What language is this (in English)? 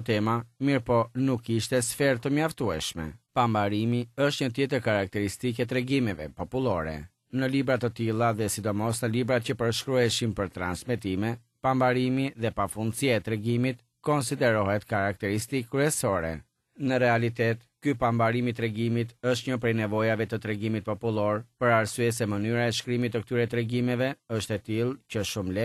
Albanian